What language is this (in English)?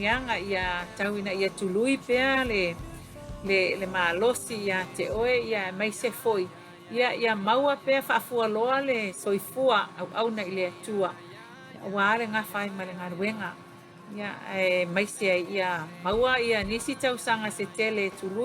Samoan